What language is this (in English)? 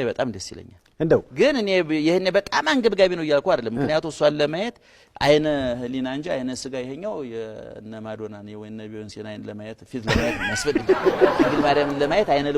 Amharic